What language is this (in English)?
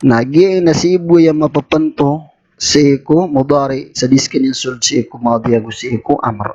Maranao